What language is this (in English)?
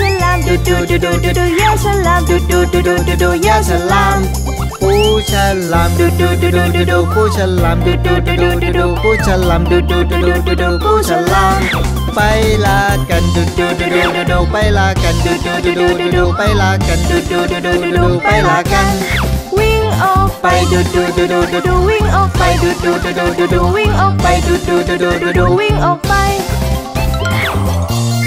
Thai